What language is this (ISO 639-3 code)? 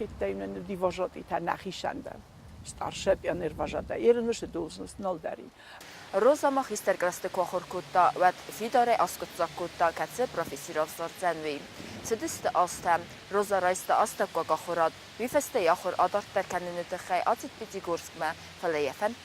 oss